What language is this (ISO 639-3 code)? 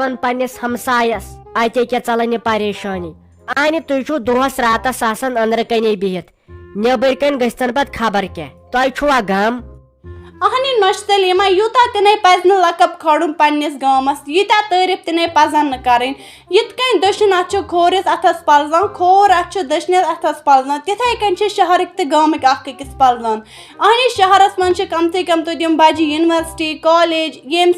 kas